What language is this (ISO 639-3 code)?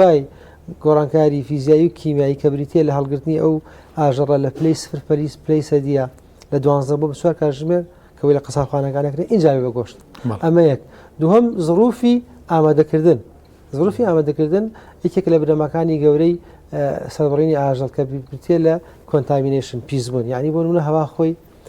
ckb